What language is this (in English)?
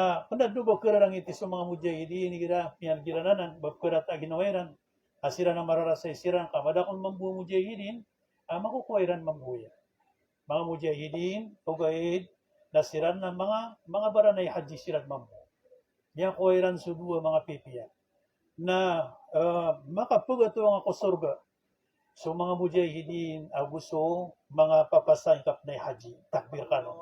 Maranao